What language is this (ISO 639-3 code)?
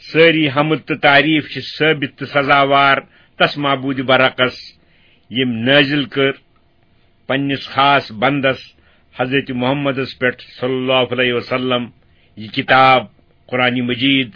kas